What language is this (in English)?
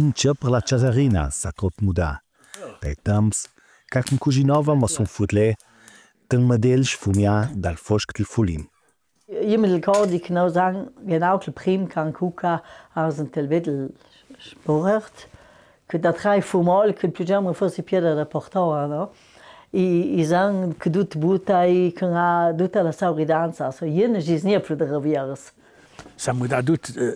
Ladin